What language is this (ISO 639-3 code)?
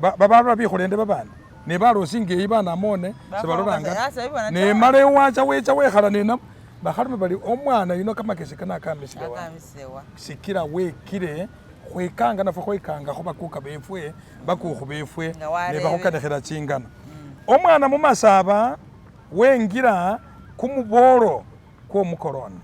myx